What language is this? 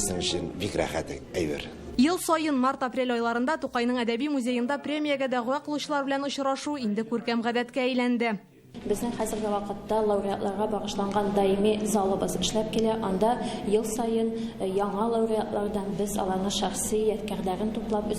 Tatar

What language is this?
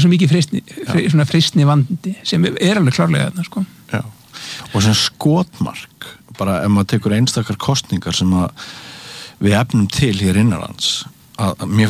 Icelandic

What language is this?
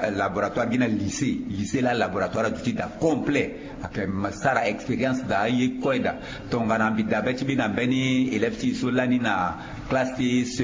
Sango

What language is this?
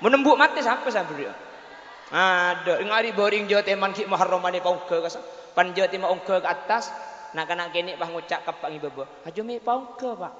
Madurese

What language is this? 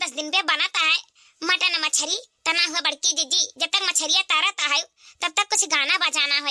Awadhi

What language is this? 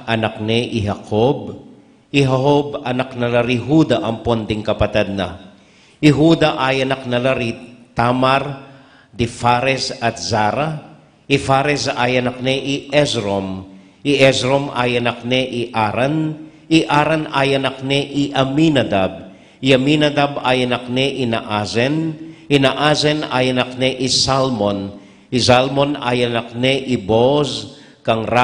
Pampanga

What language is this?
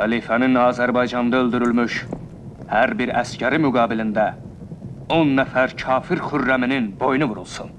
South Azerbaijani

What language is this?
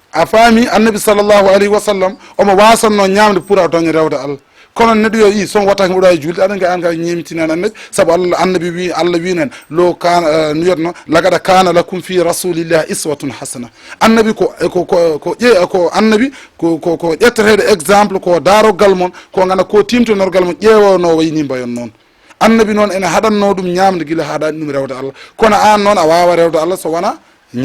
Fula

